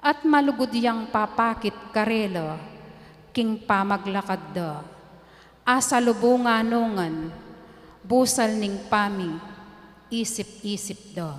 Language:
Pampanga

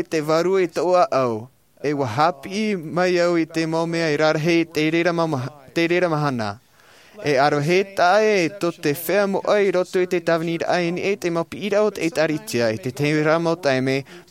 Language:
Tahitian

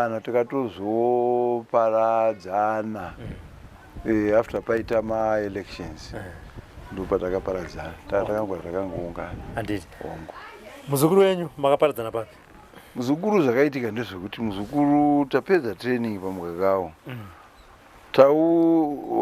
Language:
Shona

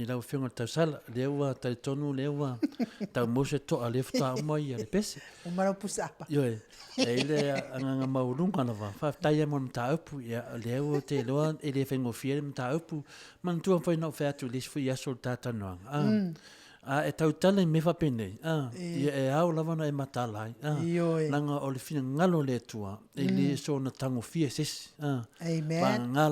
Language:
Samoan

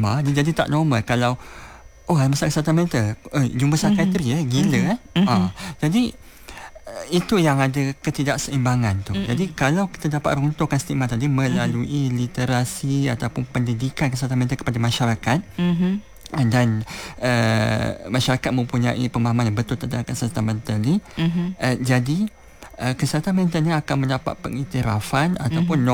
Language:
Malay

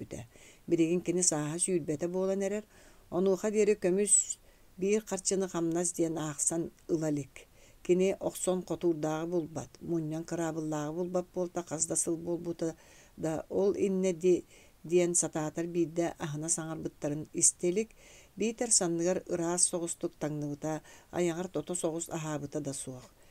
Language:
Yakut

